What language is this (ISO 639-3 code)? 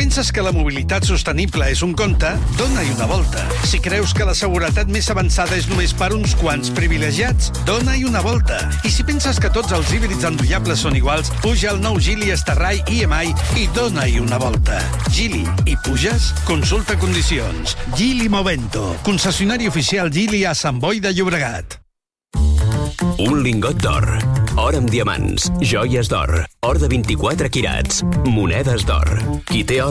cat